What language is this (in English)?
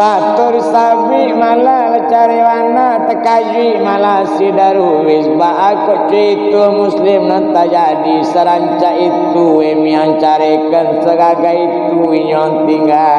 Minangkabau